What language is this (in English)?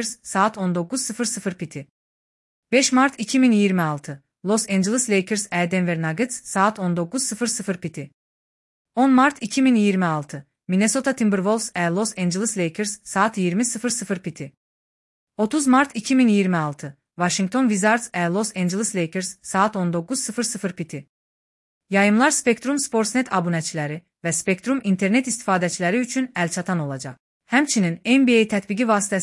Azerbaijani